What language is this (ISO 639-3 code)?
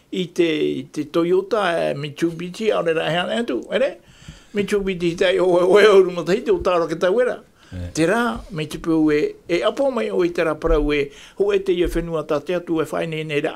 tah